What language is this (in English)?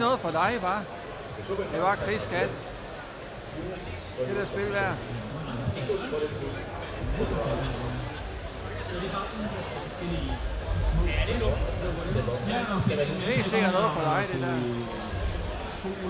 Danish